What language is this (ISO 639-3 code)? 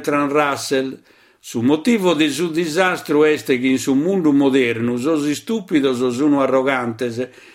srd